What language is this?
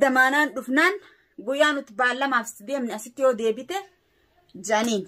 Oromo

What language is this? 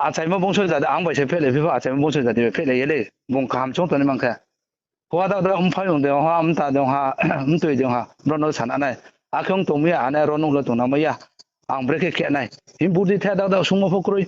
Riang (India)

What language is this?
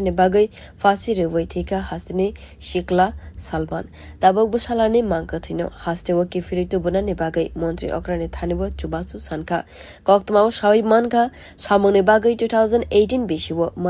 Kok Borok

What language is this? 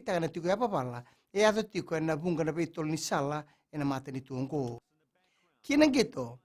Fijian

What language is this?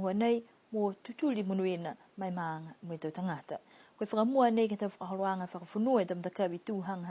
Niuean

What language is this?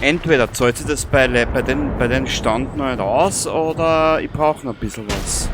Bavarian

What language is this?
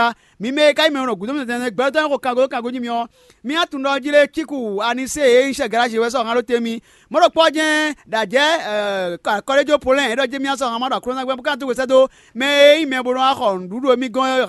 Fon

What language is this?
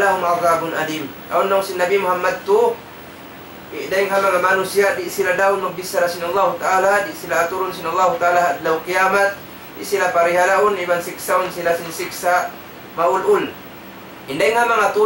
Tausug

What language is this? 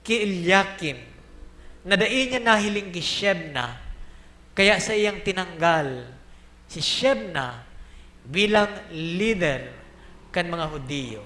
Bikol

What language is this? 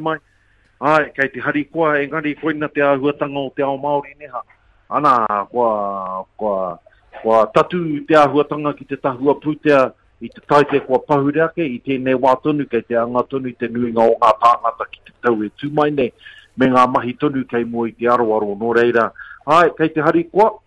Māori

